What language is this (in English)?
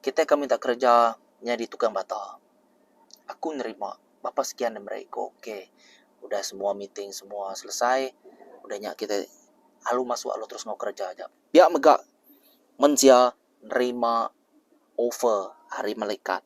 Iban